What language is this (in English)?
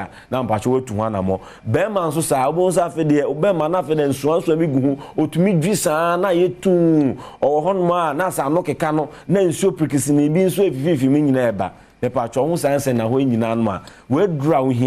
Akan